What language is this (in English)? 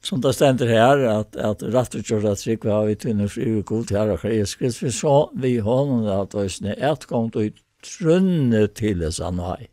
Faroese